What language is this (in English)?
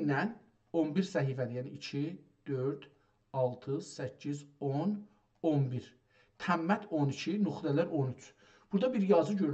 South Azerbaijani